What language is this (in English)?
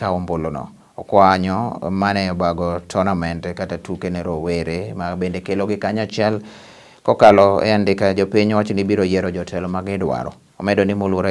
Luo (Kenya and Tanzania)